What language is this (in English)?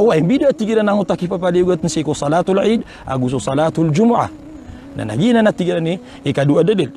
Maranao